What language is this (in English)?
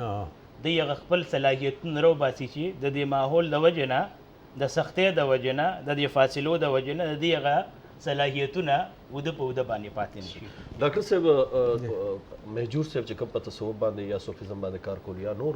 Pashto